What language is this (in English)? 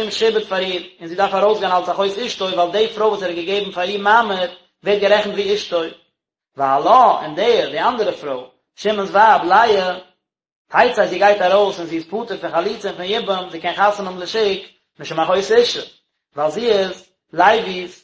Yiddish